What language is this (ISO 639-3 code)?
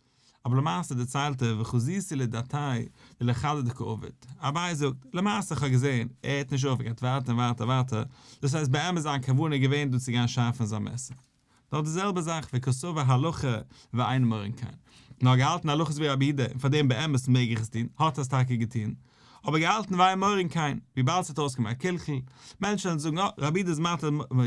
yid